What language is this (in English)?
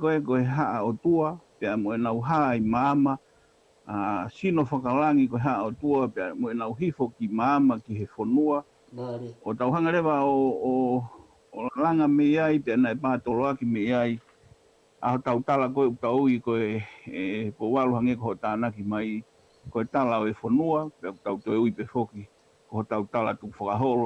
Tongan